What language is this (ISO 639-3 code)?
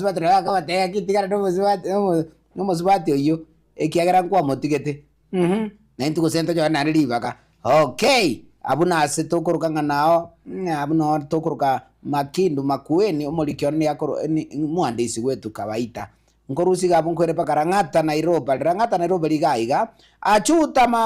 guz